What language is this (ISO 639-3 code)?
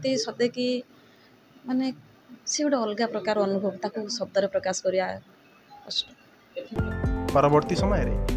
ori